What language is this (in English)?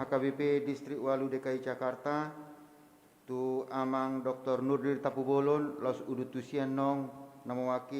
Batak Toba